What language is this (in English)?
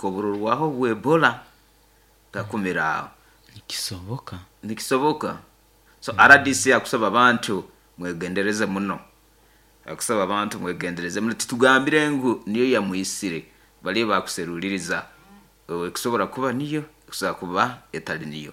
Nyoro